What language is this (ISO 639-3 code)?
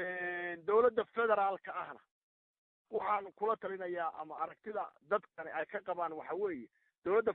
som